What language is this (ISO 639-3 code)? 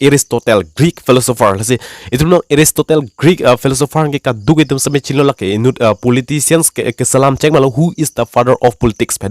mjw